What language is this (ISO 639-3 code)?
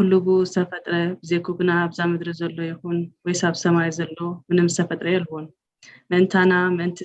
tir